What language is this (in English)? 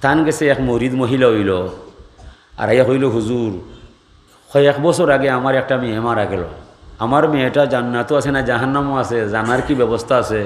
Sylheti